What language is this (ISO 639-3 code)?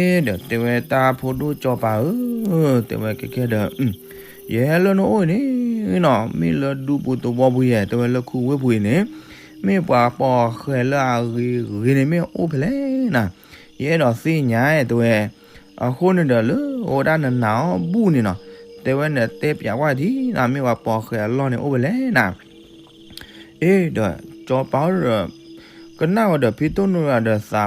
ksw